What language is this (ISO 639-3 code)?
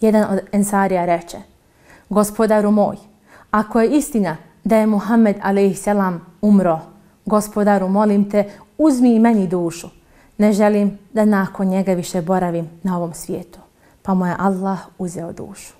bos